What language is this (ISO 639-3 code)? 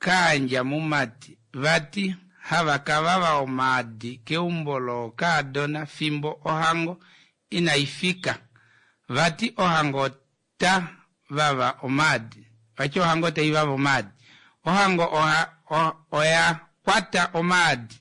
kua